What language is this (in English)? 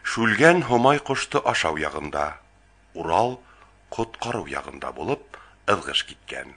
Bashkir